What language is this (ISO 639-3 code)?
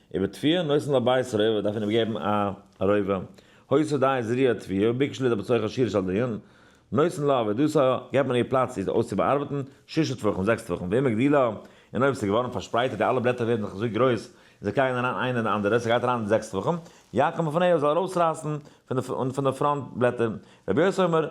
yid